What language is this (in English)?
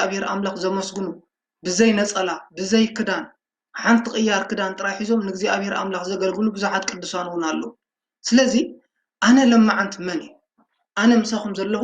Tigrinya